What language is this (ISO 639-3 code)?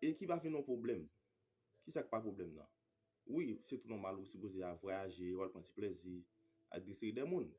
hat